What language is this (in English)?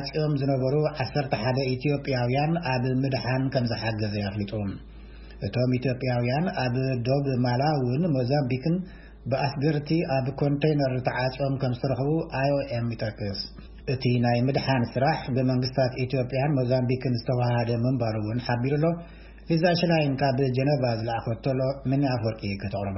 Tigrinya